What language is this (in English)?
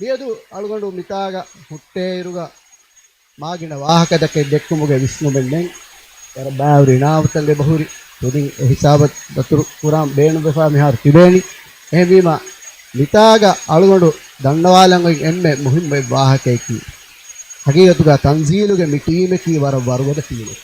Divehi